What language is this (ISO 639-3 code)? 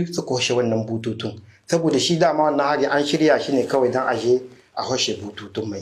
hau